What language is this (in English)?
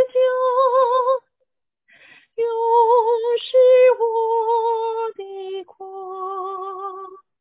Chinese